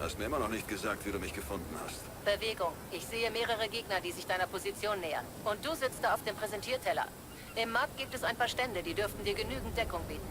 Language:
Bavarian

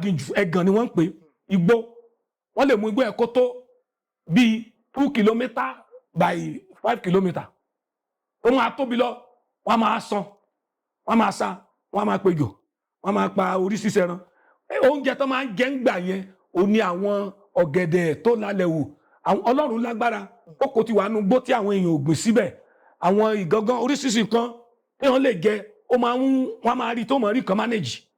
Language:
Yoruba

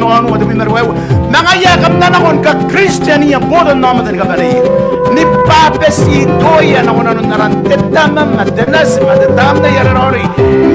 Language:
Gilbertese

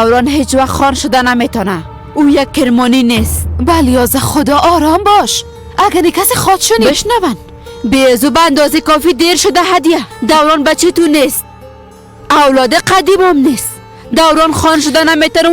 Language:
Persian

